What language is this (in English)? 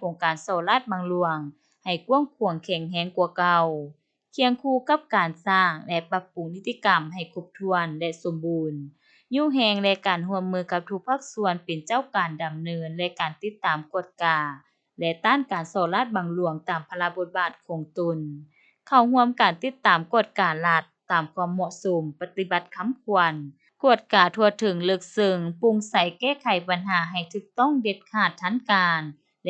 Lao